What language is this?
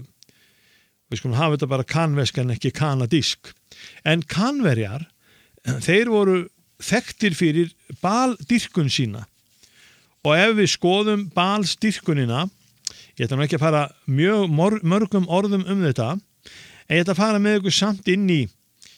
Icelandic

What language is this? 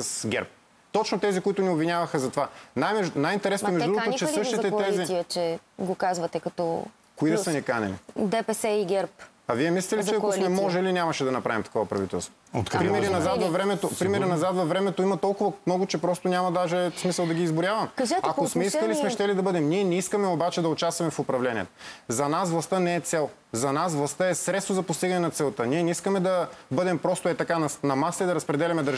Bulgarian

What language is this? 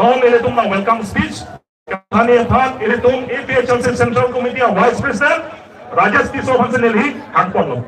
Karbi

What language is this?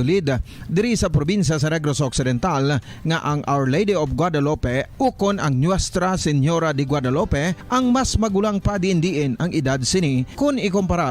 Hiligaynon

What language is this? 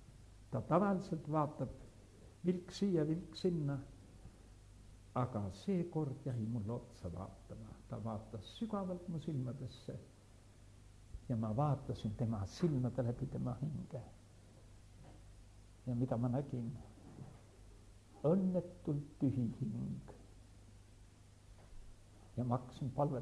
Estonian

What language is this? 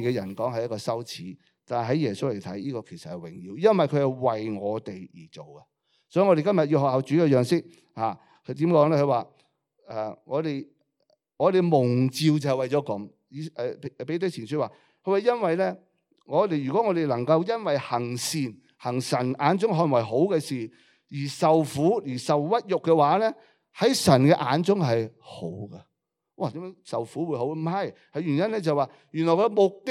Cantonese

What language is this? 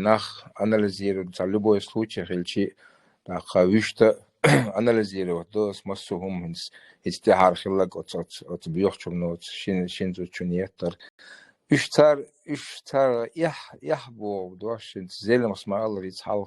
Chechen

